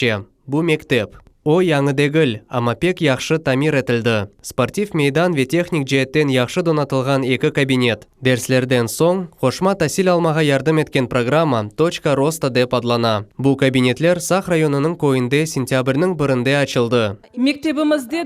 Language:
Crimean Tatar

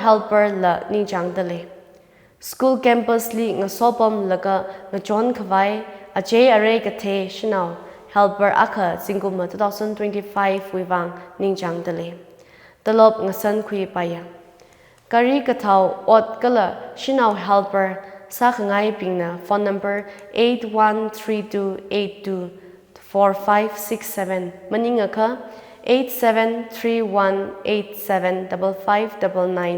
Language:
Tangkhul Naga (India)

